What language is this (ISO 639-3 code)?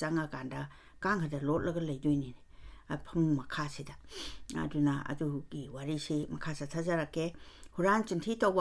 mni